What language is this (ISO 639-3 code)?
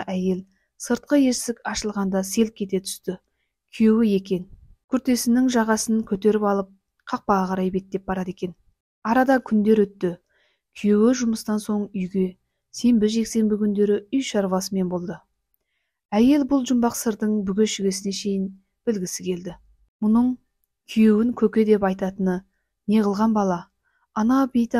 kaz